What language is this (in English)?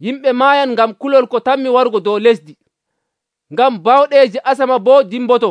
Nigerian Fulfulde